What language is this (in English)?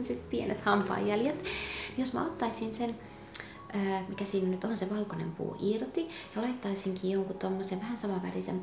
Finnish